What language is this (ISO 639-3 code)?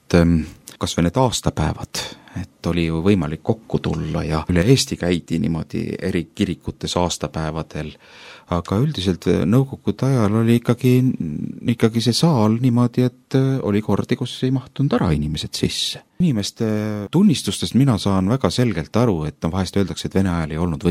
est